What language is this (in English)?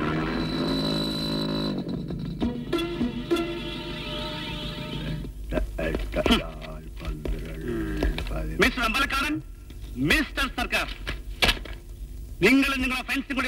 Malayalam